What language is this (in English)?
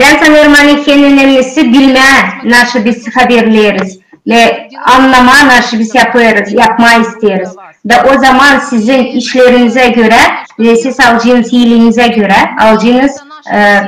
Gagauz